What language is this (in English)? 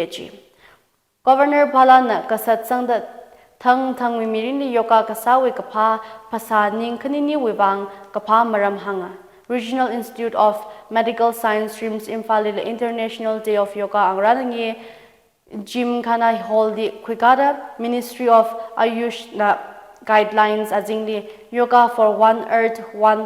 Tangkhul Naga (India)